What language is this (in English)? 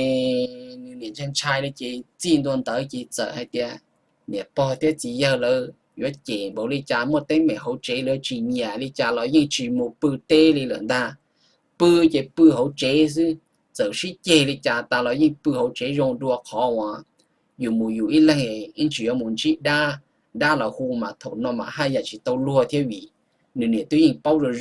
Hmong